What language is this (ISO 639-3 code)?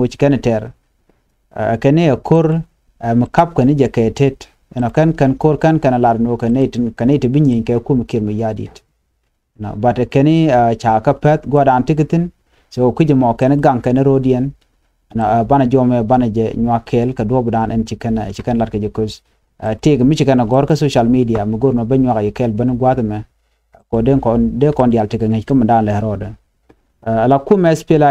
nus